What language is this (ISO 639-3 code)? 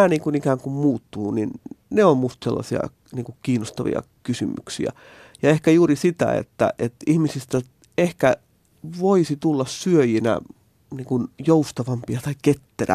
fin